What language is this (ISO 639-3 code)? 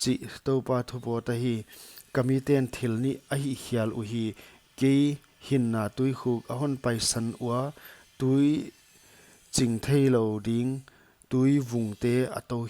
pck